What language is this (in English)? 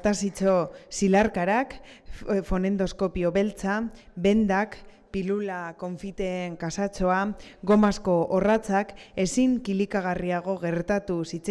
Basque